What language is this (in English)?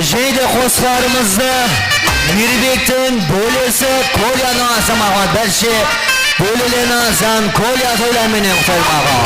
Kara-Kalpak